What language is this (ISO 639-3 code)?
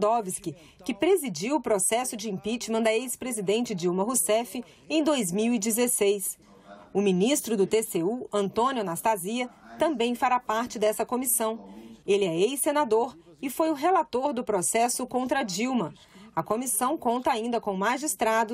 por